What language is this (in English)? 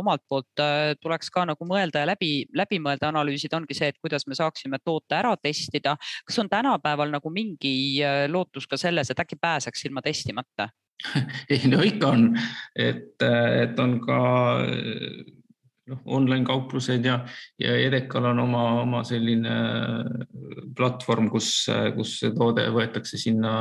Estonian